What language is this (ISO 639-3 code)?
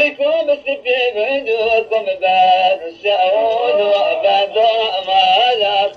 zza